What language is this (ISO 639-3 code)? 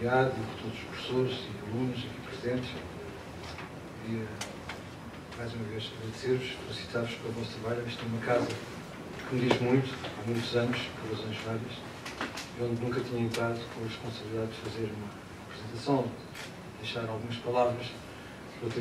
por